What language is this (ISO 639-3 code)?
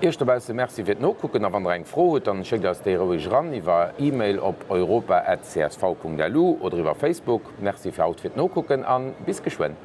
ltz